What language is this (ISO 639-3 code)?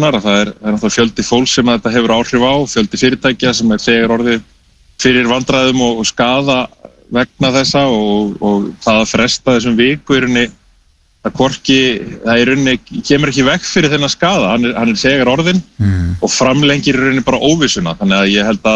isl